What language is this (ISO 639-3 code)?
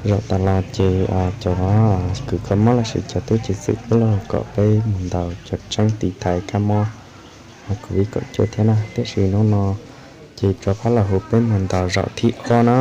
hmn